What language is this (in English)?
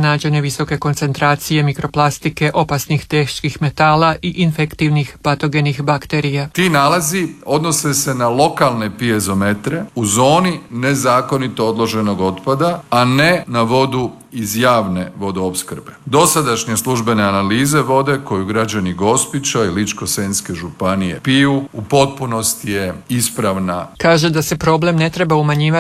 Croatian